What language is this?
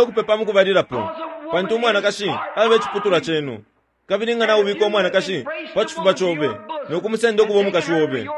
Bemba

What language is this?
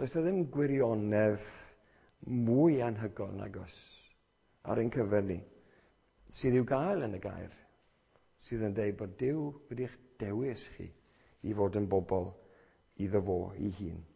Welsh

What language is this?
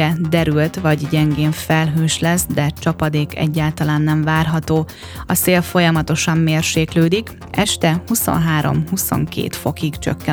Hungarian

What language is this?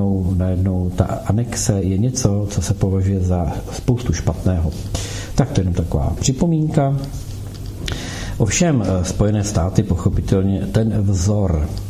Czech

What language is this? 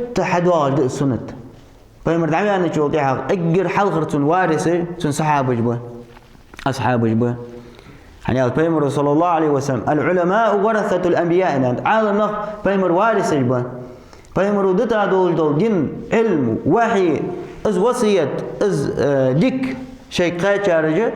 Ingush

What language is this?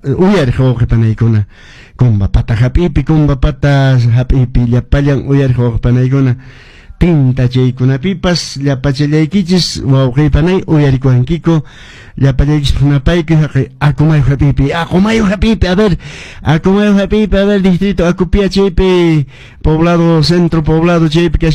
Quechua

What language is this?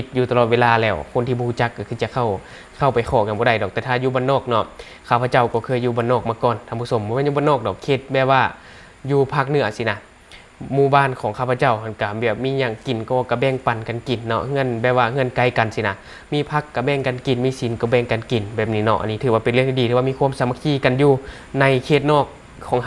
Lao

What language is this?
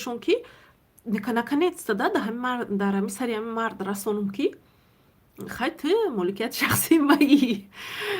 Tajik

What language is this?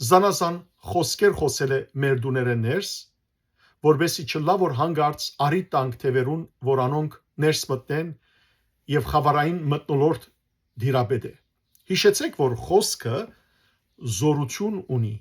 Western Armenian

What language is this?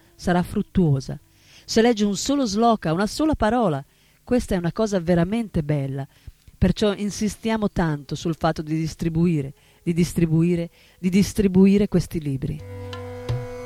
Italian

